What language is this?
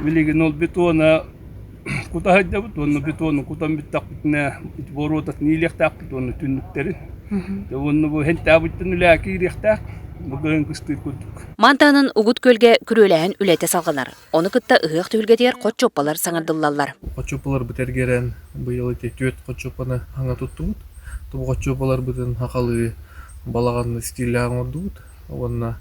Yakut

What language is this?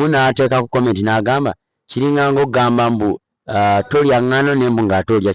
Ganda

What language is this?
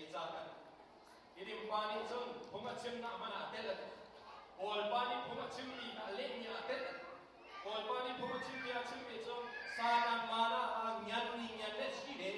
Hakha Chin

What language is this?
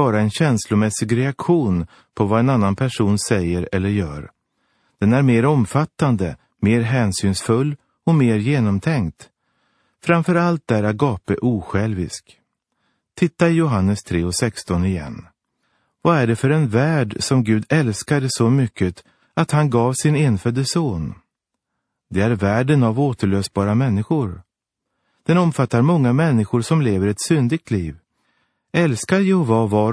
Swedish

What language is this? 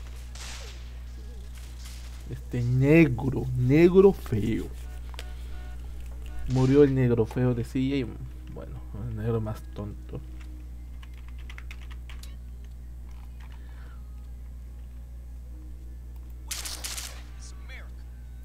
Spanish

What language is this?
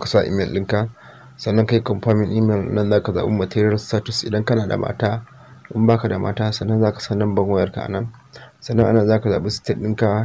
Hausa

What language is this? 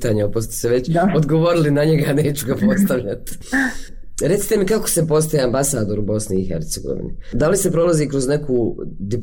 Bosnian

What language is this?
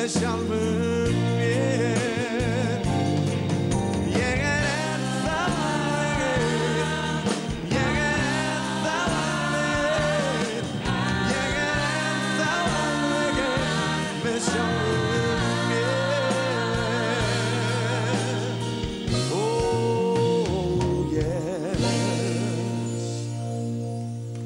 Icelandic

